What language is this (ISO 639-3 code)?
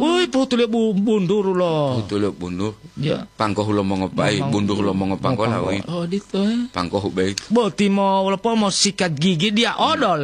gor